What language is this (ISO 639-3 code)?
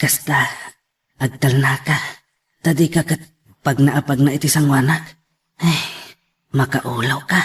ilo